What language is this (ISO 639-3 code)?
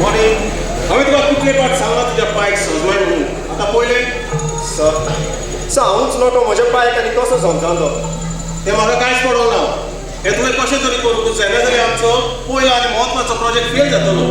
kok